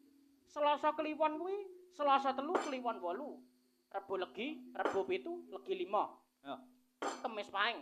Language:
Javanese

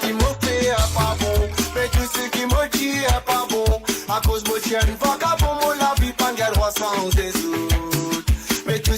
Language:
Morisyen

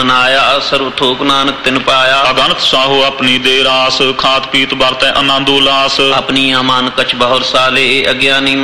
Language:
Punjabi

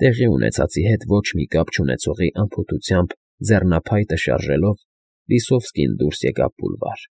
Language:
Armenian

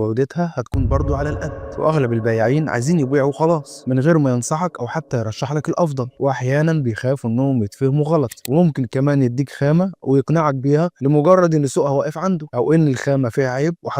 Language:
Egyptian Arabic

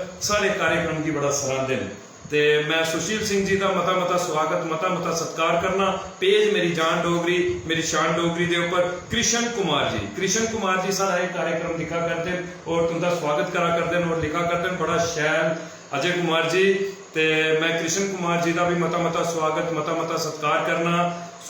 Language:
Dogri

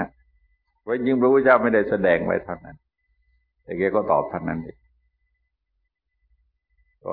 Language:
Thai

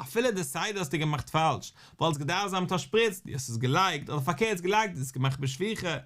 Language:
Yiddish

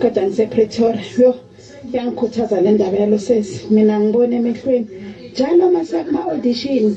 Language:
Zulu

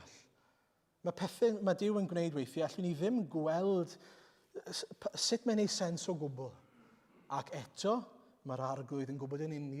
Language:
Welsh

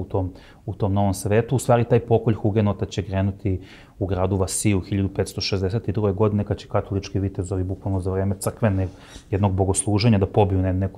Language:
Serbian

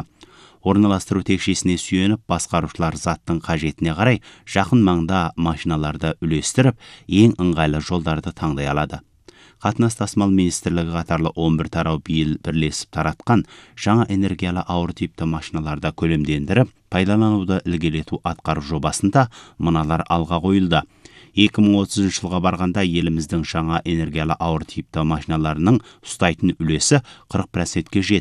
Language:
Kazakh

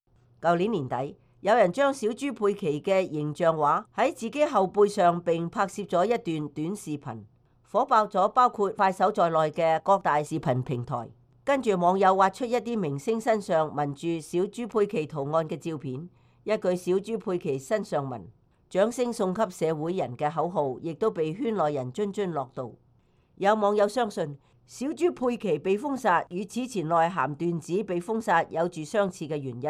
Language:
Cantonese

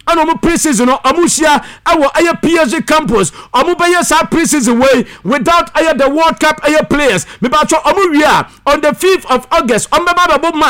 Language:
Akan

